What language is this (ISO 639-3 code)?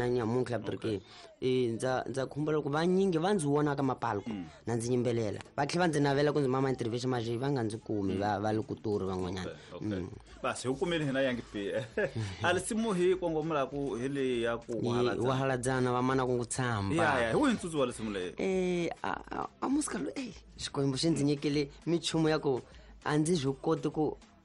tso